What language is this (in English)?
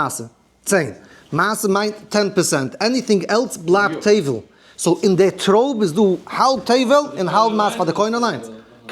Yiddish